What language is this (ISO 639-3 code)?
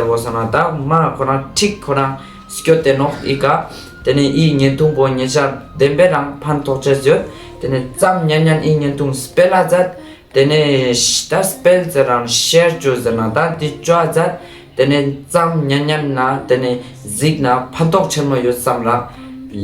lbj